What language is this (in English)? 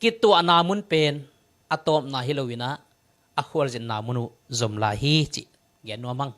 Tedim Chin